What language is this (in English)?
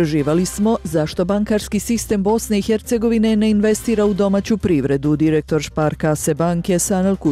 Bosnian